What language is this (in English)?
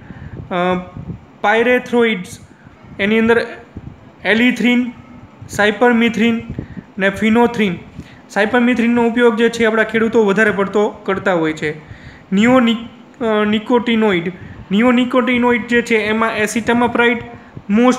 Gujarati